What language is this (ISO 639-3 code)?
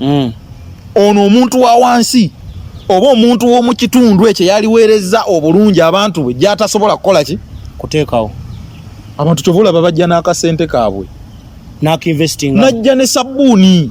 lug